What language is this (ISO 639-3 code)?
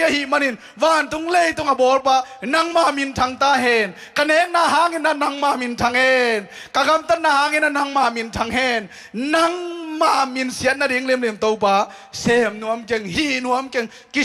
ctd